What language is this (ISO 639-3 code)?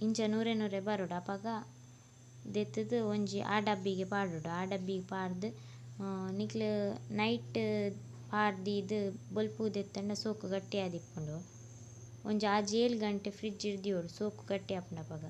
tcy